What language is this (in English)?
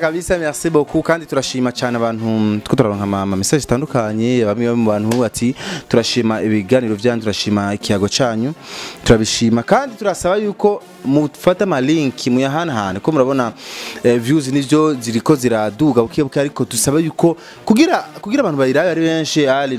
Rundi